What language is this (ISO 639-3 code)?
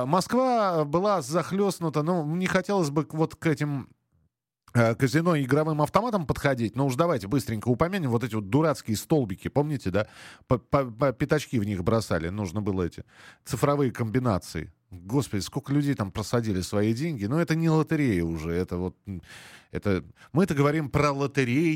rus